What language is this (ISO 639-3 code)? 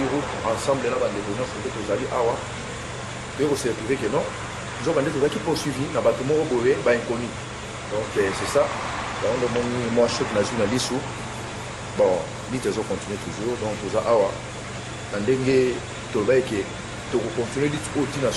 lin